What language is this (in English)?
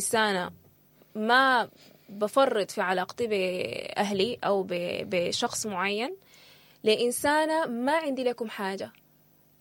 Sudanese Arabic